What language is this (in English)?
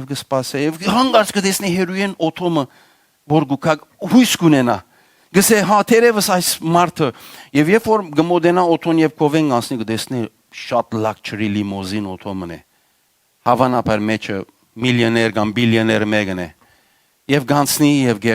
Western Armenian